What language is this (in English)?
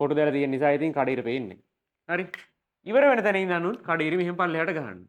Sinhala